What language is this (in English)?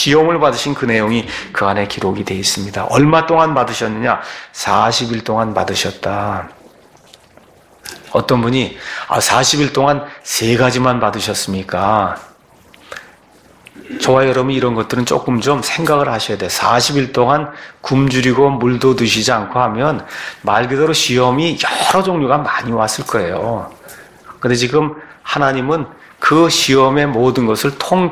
Korean